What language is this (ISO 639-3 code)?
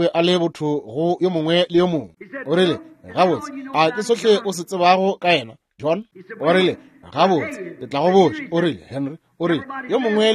nso